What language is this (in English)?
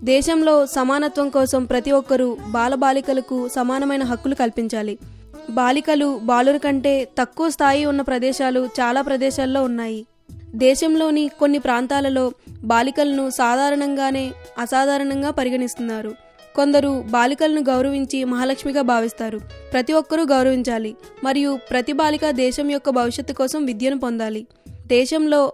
Telugu